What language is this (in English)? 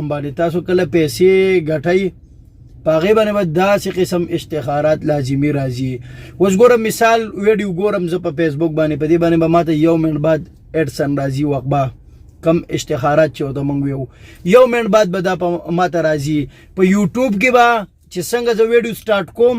Pashto